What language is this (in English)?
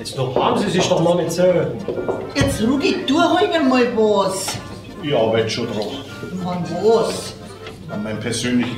Bavarian